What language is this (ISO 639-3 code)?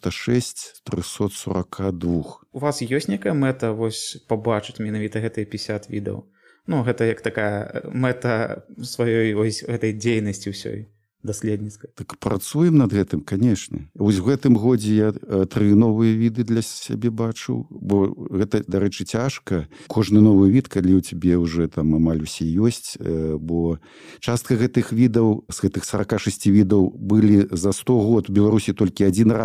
bel